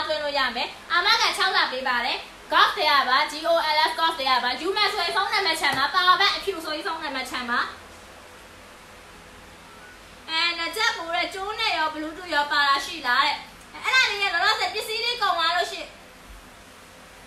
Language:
Burmese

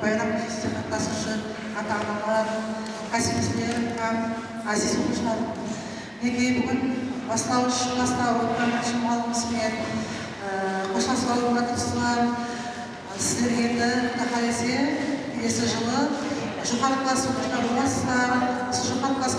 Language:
Kara-Kalpak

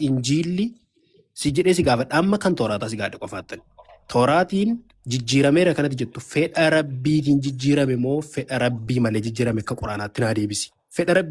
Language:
Oromo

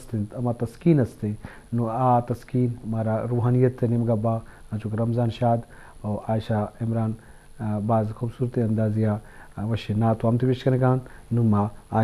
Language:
Eastern Balochi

